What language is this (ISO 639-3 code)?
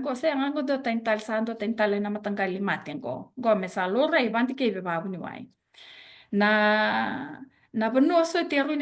fij